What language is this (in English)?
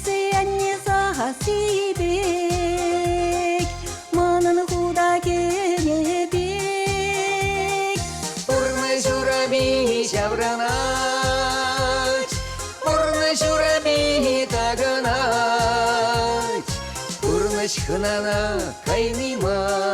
Chuvash